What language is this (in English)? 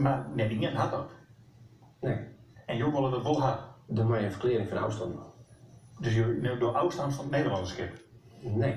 Western Frisian